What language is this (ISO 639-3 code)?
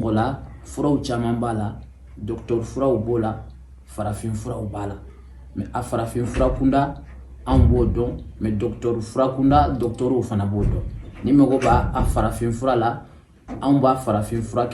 bam